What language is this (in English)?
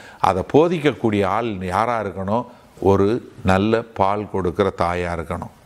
Tamil